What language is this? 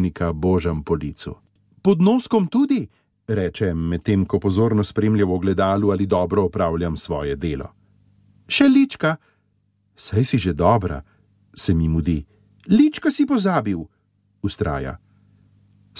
Slovenian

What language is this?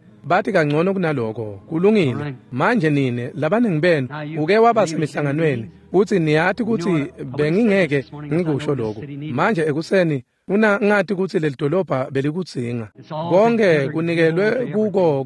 Swati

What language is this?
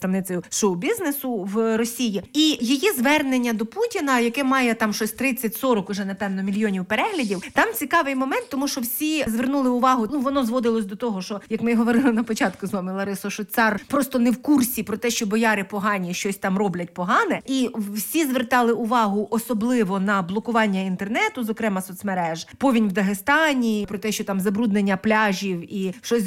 Ukrainian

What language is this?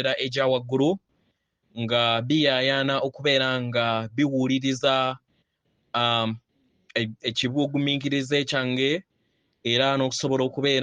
Ganda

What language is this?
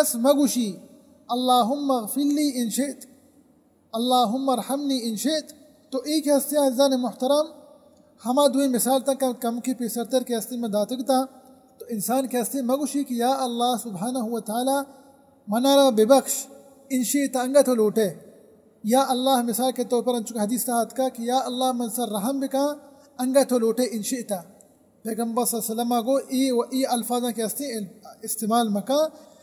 Baluchi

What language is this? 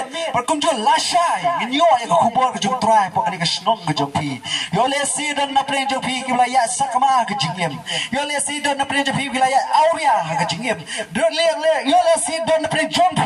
Khasi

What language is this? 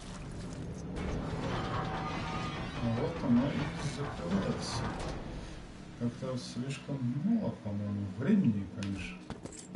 Russian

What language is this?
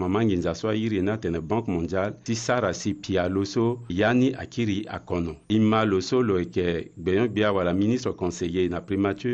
Sango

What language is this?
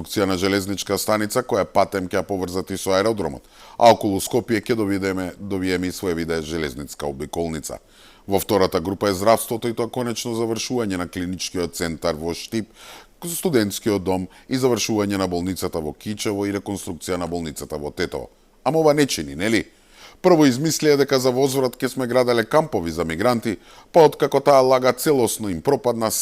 Macedonian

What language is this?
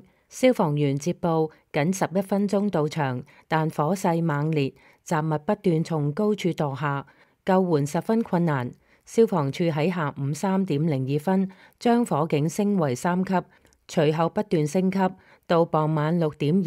Cantonese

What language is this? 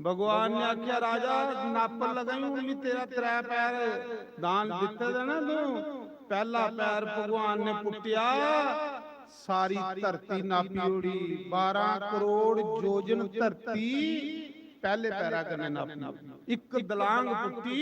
Dogri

